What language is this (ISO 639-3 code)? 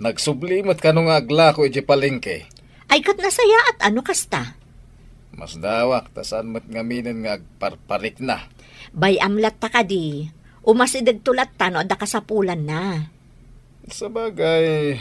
ilo